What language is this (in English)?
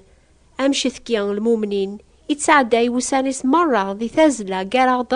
Kabyle